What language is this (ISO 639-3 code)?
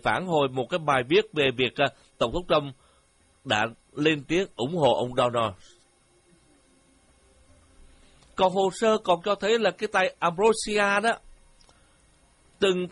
vie